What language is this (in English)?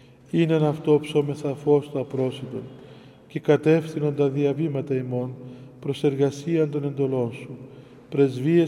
Greek